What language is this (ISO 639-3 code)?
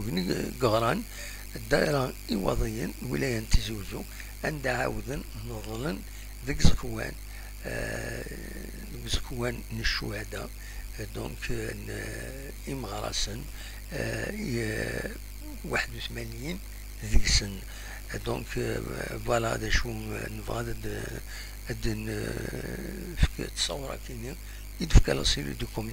kab